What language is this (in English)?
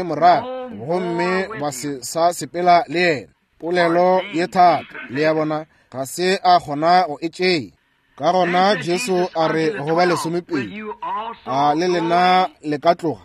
Northern Sotho